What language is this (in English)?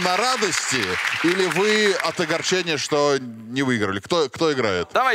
Russian